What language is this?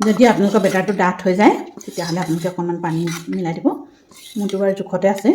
Assamese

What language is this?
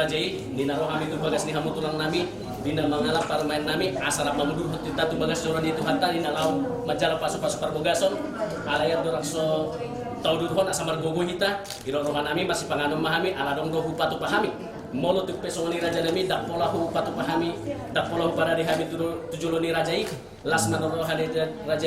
Batak Toba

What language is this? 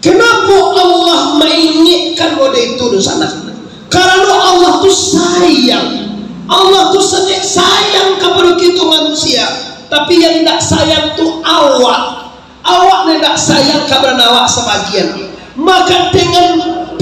Minangkabau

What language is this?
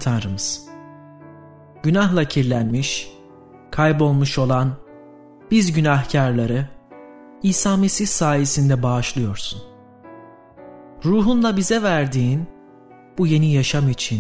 Turkish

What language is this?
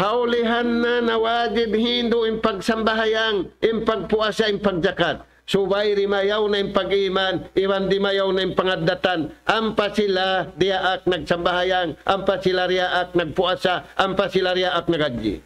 Tausug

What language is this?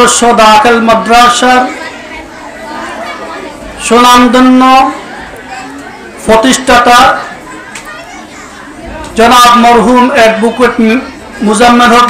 Bangla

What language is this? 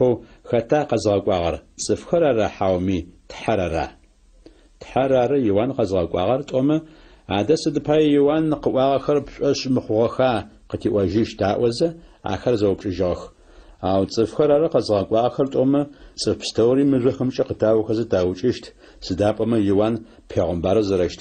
Adyghe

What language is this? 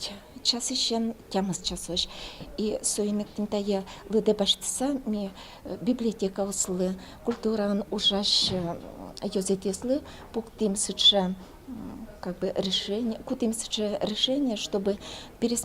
Udmurt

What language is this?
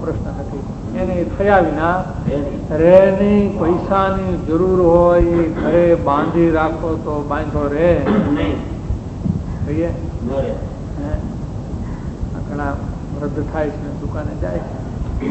Gujarati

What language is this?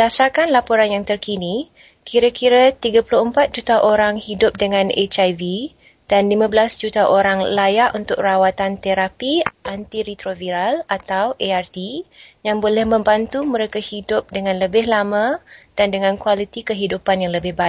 Malay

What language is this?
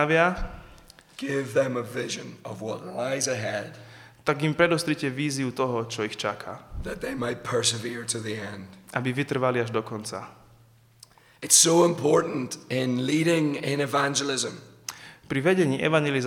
Slovak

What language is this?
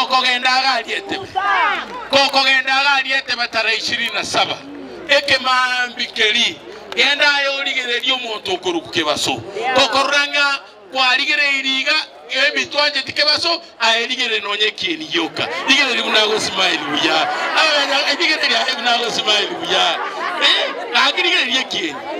Gusii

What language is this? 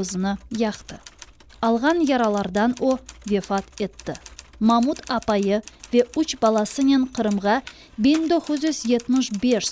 Crimean Tatar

